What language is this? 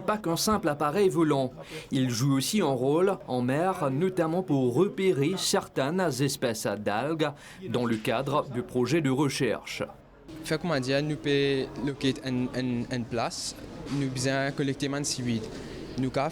Morisyen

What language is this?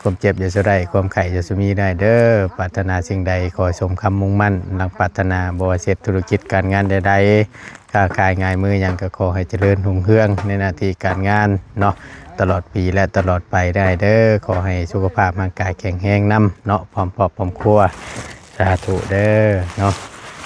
Northeastern Thai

